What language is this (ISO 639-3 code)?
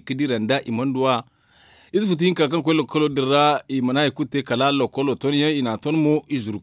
dje